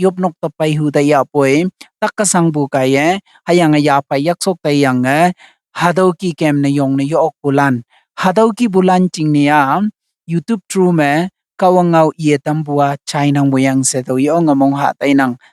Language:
Konyak Naga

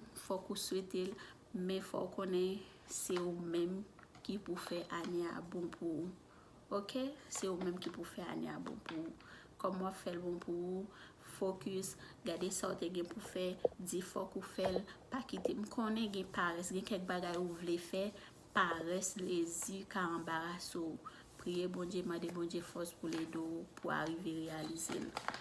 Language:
Haitian Creole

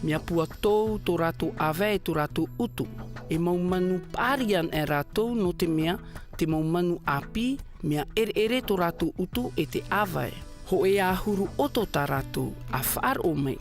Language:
Tahitian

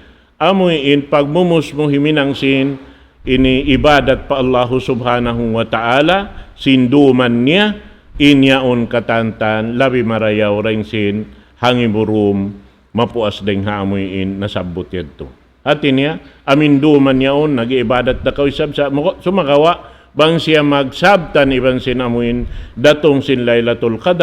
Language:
Tausug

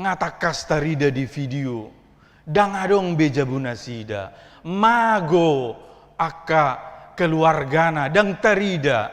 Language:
Batak Toba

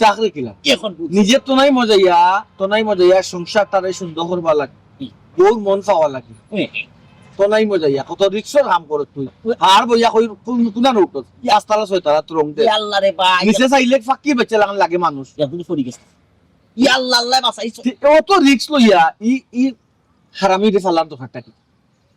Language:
Sylheti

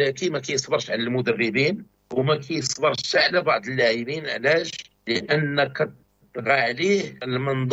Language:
Moroccan Arabic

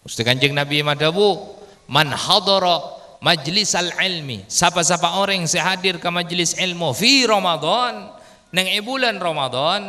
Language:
Madurese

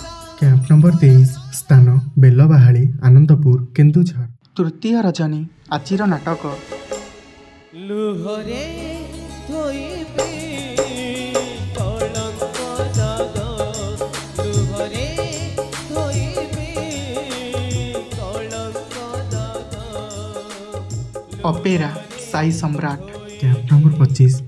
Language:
Odia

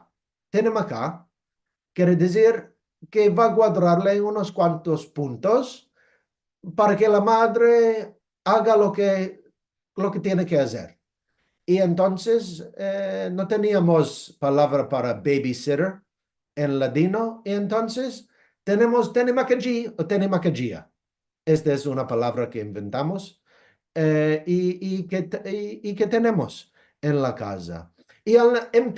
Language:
Ladino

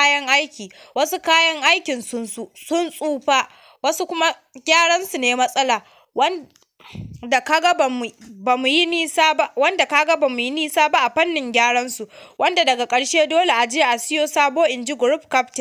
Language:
Hausa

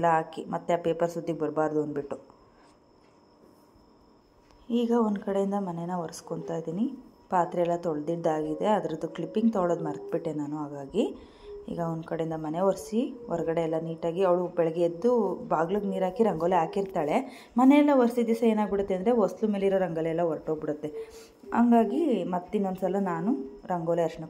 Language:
Kannada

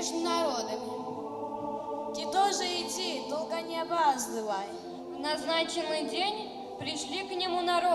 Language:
Abkhazian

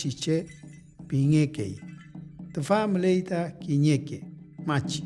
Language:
Mapuche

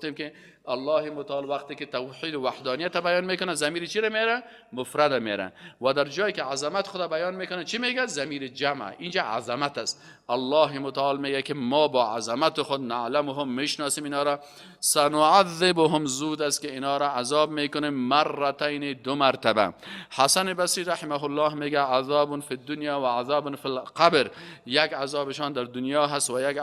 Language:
Persian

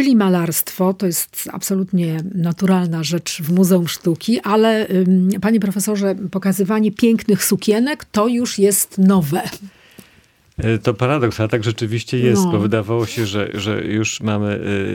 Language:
Polish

